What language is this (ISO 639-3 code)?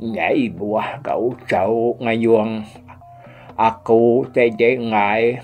iba